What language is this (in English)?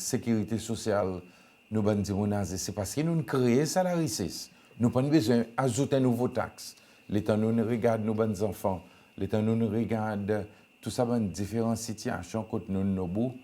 Seselwa Creole French